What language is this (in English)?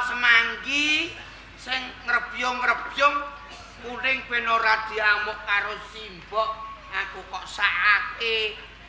Javanese